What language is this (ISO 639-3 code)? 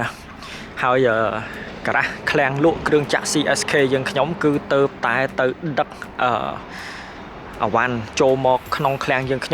khm